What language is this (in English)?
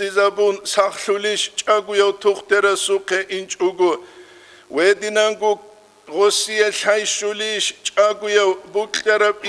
Avaric